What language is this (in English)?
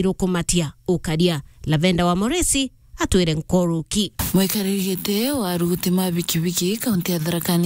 Meru